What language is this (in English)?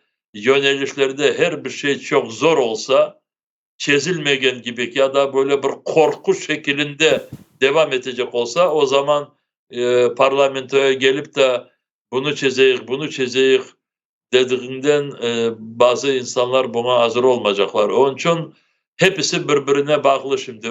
Crimean Tatar